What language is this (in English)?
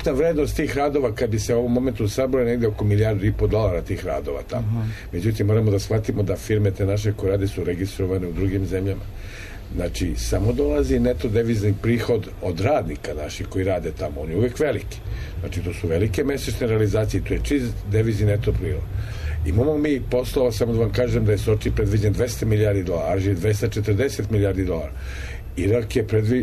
Serbian